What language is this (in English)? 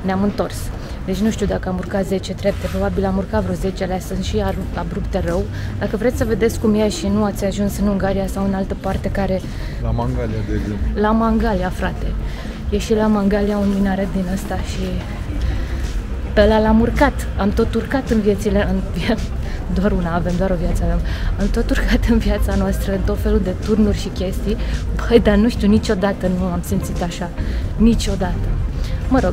Romanian